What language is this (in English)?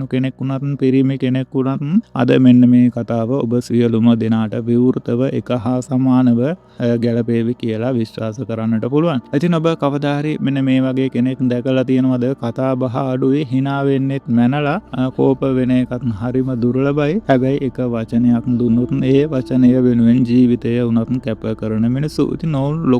Sinhala